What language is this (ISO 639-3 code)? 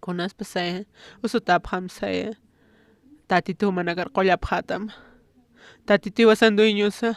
aym